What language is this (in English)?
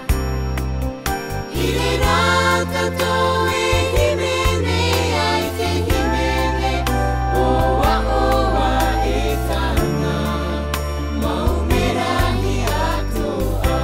Tahitian